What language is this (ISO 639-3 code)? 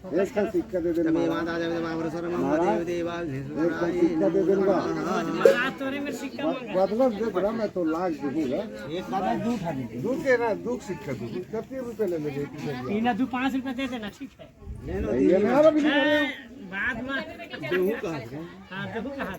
hne